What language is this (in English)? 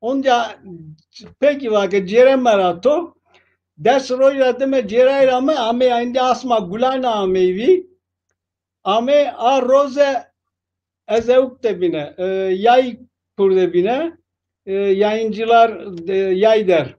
Zaza